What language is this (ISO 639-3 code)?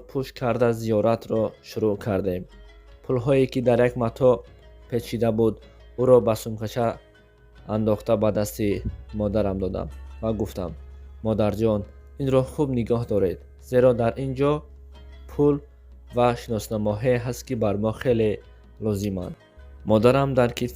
tgk